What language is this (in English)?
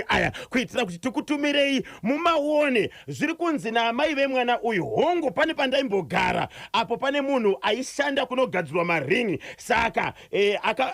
Shona